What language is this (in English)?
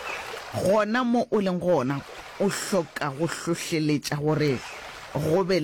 Northern Sotho